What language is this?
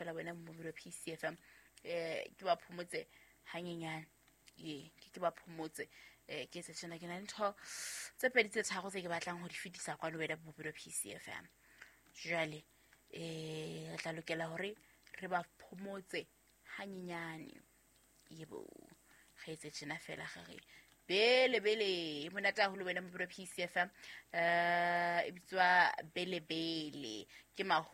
Southern Sotho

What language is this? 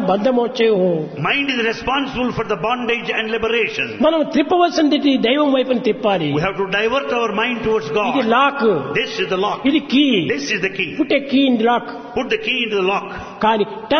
Telugu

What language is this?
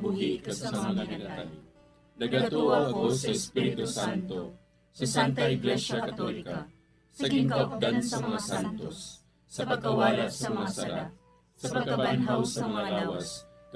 Hiligaynon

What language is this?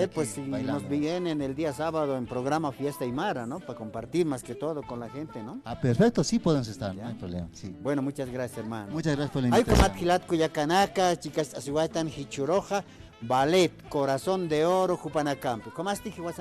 Aymara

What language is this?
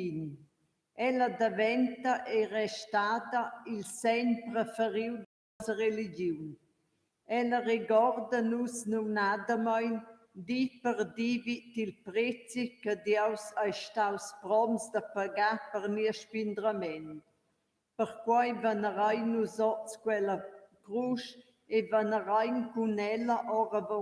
Romansh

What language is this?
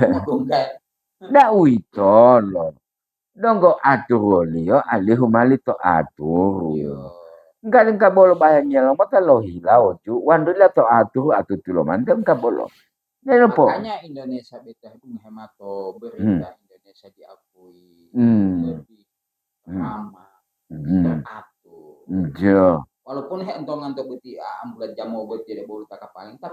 Gorontalo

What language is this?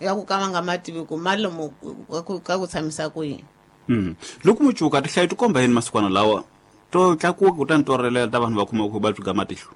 Tsonga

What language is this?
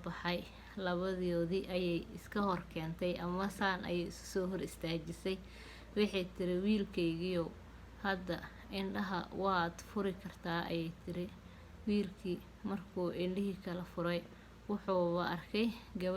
Somali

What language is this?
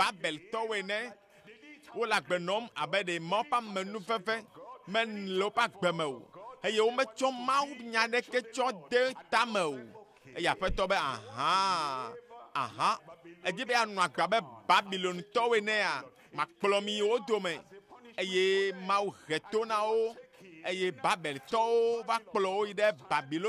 Ewe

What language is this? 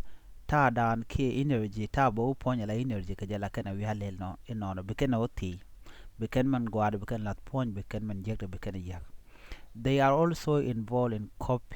Nuer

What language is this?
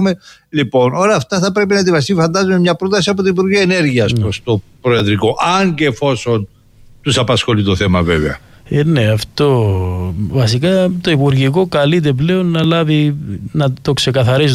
Greek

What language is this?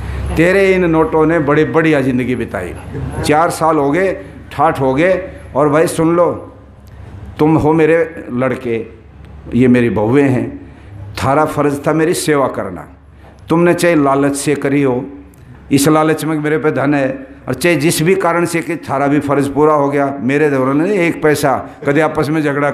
Hindi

